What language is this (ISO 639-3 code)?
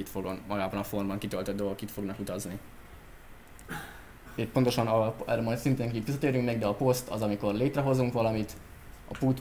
hun